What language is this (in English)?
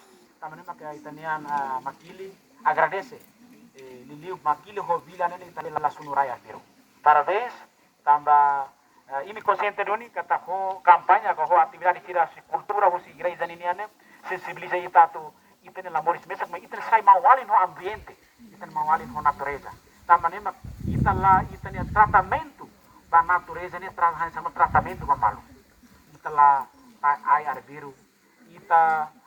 Tetum